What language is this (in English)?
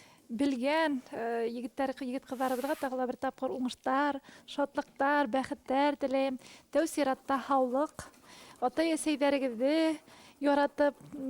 Bashkir